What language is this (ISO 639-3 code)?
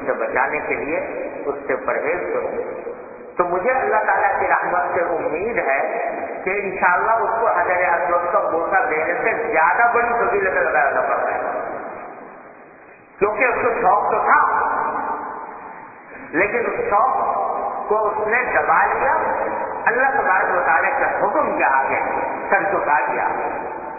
urd